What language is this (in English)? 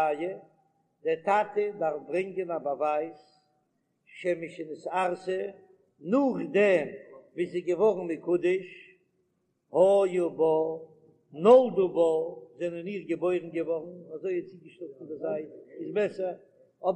Yiddish